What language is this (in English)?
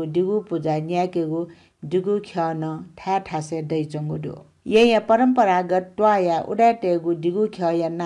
Newari